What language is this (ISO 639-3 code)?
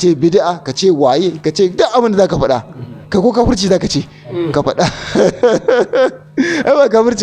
hau